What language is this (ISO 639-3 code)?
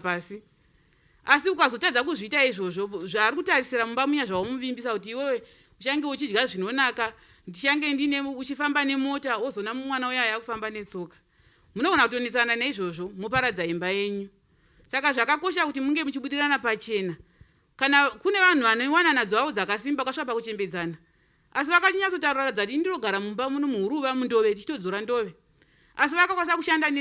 sna